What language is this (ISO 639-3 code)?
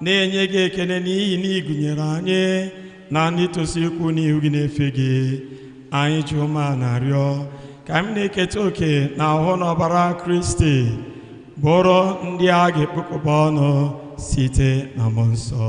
ibo